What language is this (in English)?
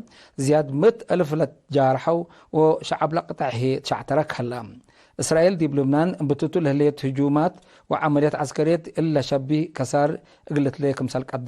Tigre